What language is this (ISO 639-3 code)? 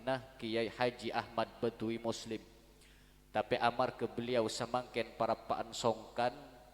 mad